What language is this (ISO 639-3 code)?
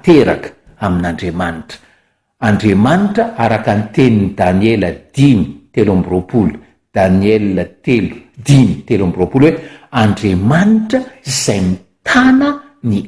mlg